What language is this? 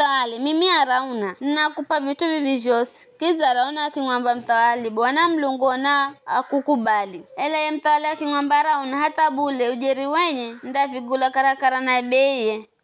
Giryama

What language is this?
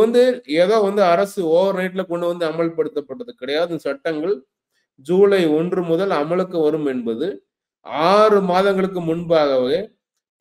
Tamil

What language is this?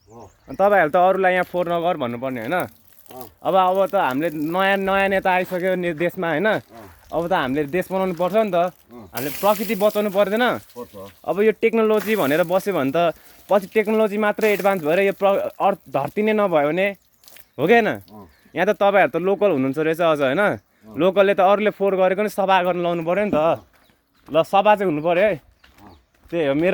Nepali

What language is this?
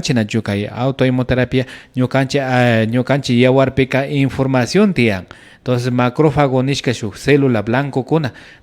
Imbabura Highland Quichua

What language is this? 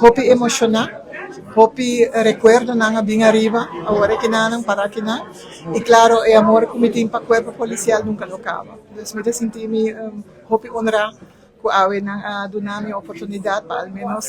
Papiamento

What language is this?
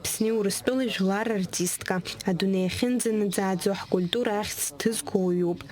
Abkhazian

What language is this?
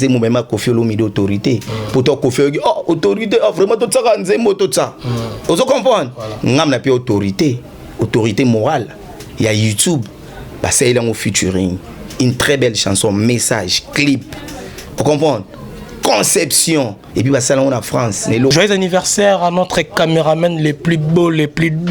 Lingala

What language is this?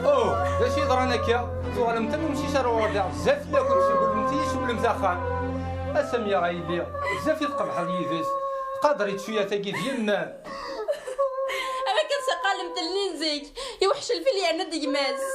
Kabyle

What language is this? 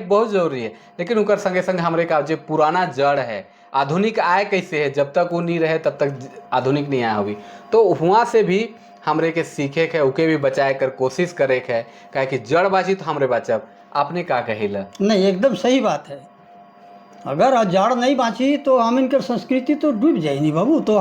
Sadri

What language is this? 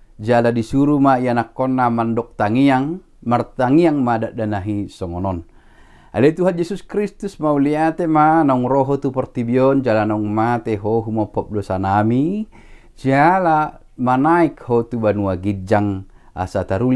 Batak Toba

